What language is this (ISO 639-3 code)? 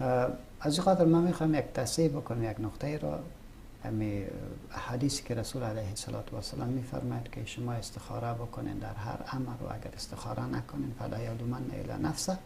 fas